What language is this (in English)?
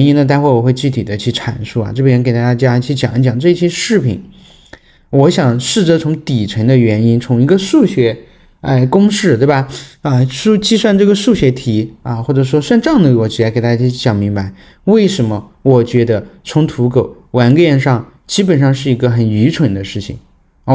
Chinese